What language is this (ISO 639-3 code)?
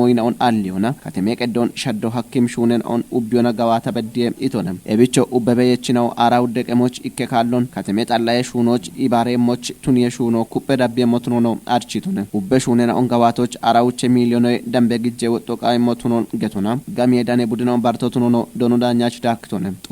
kbr